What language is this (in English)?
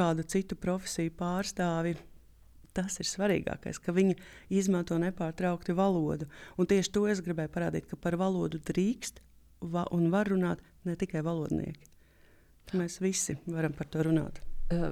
Latvian